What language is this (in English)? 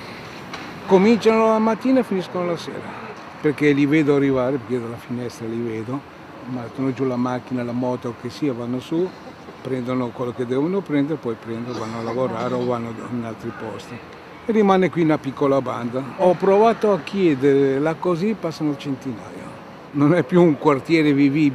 Italian